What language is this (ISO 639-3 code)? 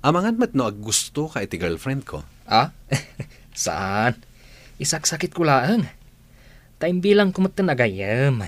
ilo